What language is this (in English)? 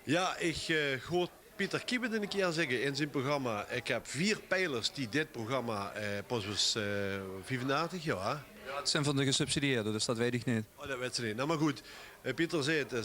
Limburgish